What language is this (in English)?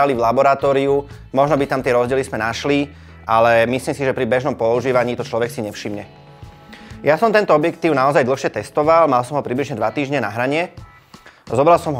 Slovak